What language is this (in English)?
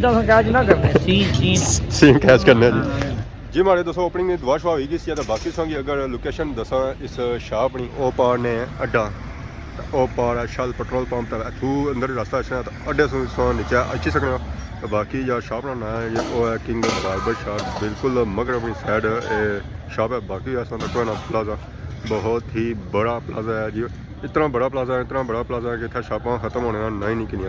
Pahari-Potwari